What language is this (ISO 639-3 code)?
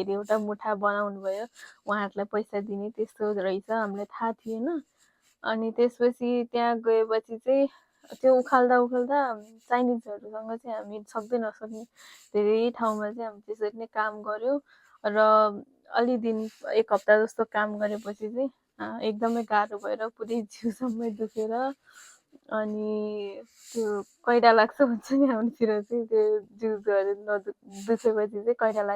nep